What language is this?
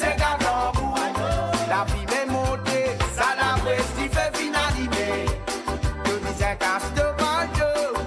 Morisyen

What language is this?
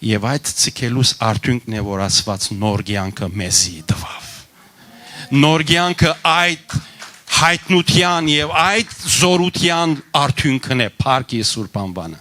Western Armenian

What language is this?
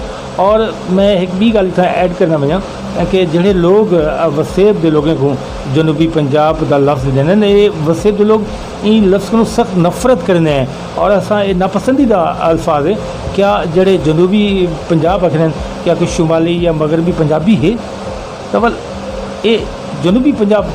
Saraiki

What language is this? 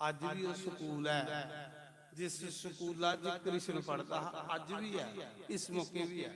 Dogri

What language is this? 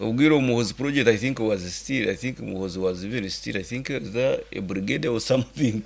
Nyankole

